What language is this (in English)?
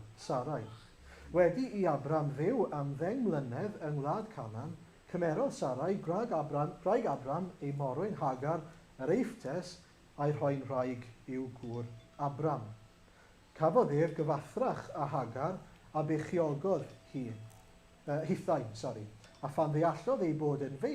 Welsh